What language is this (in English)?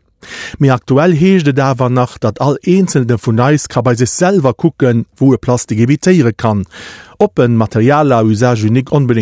Luxembourgish